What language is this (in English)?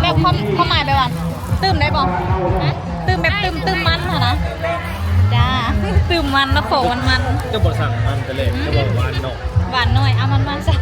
Lao